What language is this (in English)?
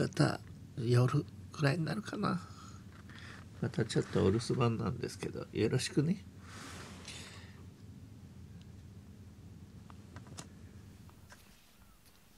Japanese